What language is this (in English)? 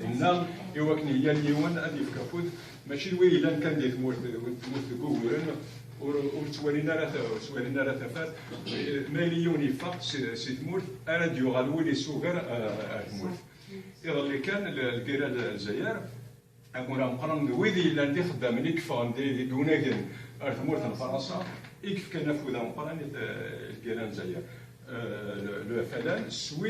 Kabyle